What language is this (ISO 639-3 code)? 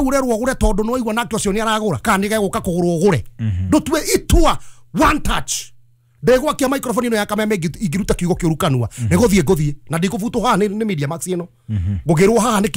kik